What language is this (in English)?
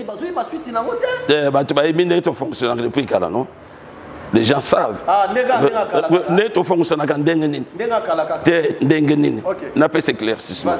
Lingala